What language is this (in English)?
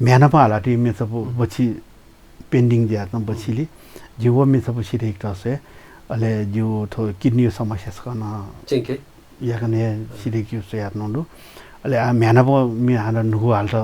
Newari